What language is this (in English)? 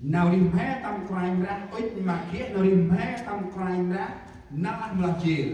Central Mnong